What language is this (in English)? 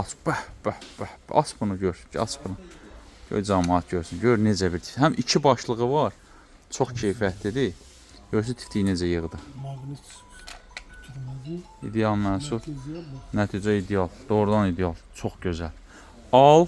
Azerbaijani